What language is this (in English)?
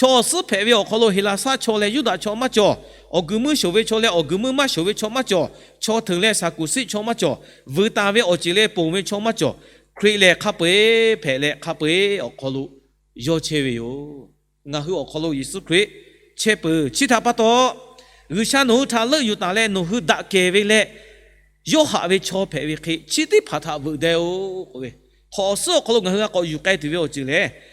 Lahu